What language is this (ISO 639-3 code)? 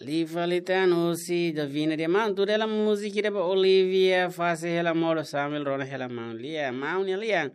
tet